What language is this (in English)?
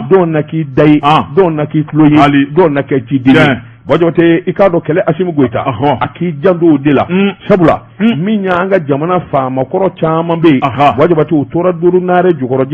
Bambara